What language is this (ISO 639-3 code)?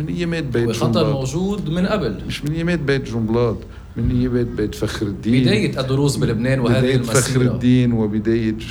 apc